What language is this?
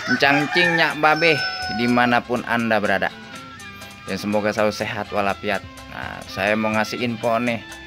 Betawi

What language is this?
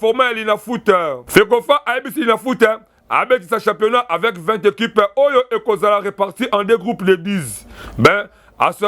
Lingala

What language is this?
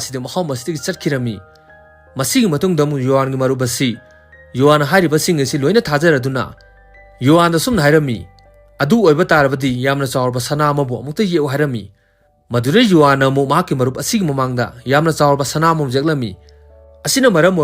Manipuri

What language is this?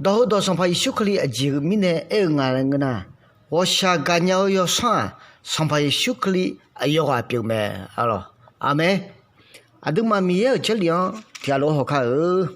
Akha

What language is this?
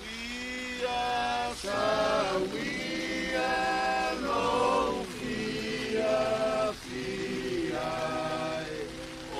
Samoan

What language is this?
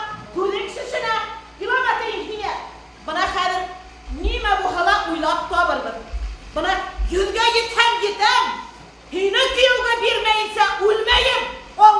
Bashkir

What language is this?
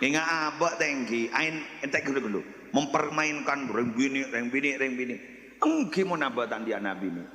Madurese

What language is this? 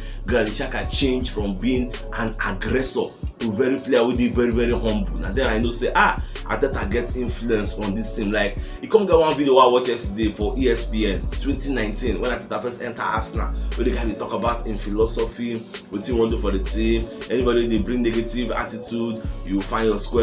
Nigerian Pidgin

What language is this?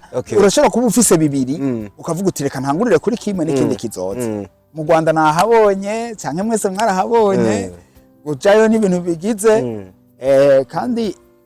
Rundi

